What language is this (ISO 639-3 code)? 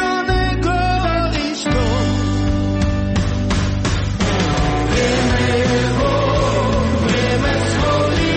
hrv